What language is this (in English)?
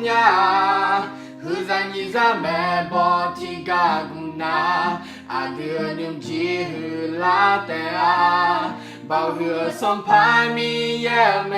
Akha